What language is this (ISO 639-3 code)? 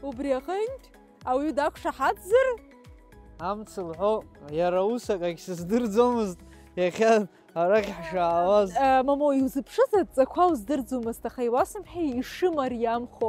abk